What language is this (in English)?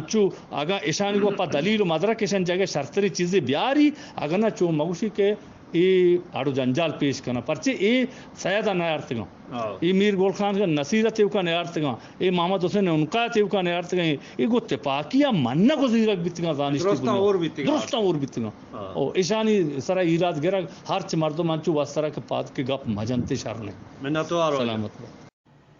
Eastern Balochi